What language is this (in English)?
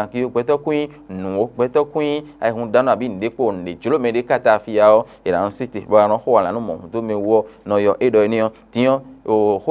Fon